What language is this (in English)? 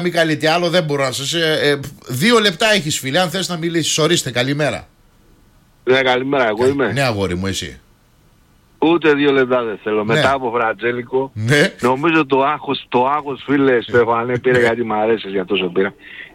Greek